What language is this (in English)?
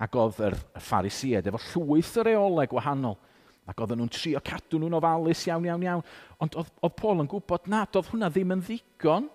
Welsh